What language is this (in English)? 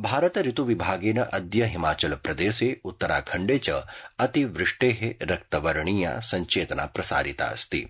Sanskrit